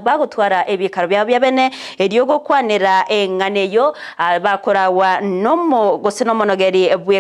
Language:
Gusii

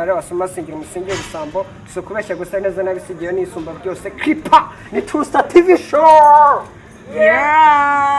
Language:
Kinyarwanda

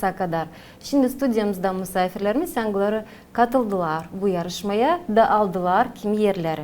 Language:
Gagauz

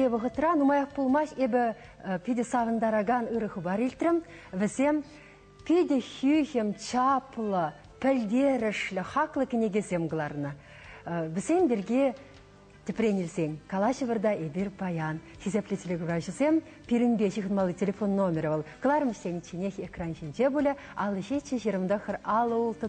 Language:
Chuvash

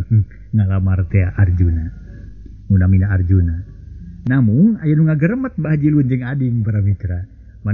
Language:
Sundanese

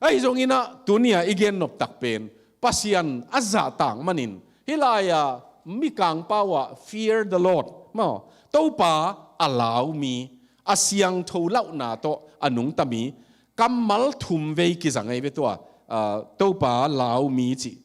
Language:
Tedim Chin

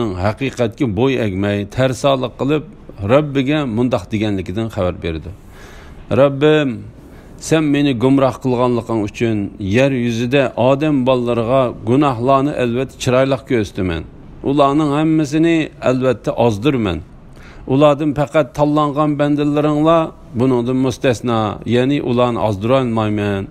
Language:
Uyghur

